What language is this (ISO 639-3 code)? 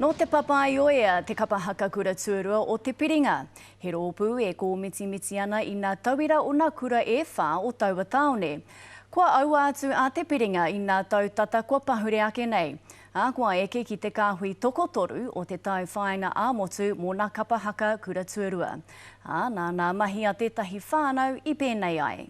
mri